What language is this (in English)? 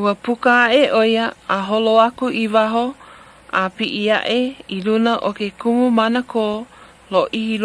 Hawaiian